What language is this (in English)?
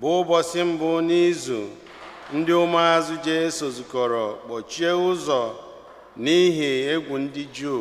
Igbo